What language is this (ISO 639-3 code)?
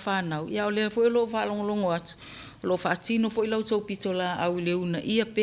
smo